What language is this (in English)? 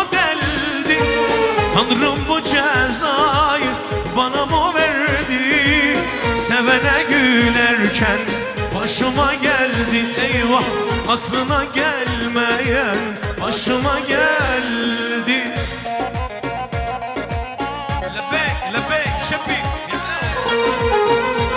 Turkish